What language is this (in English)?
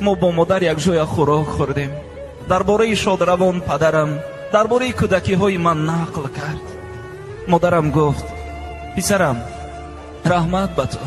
Tajik